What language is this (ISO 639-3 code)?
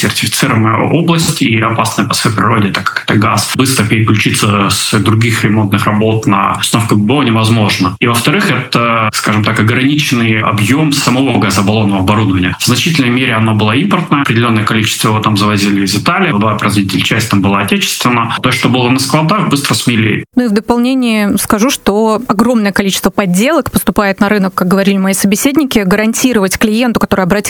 rus